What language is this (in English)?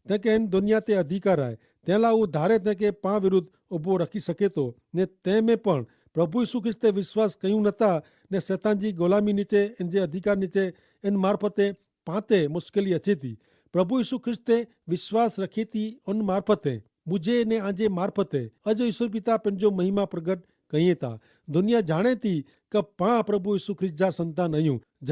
Kachhi